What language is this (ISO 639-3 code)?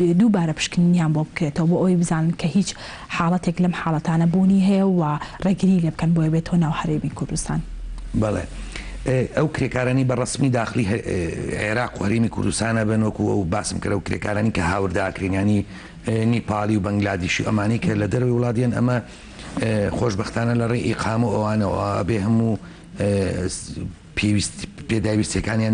ckb